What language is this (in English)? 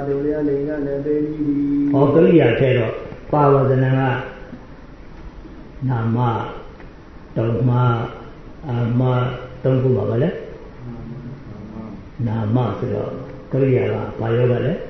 Burmese